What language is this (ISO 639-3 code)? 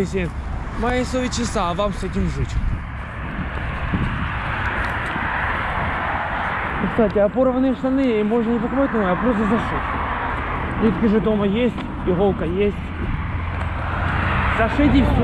rus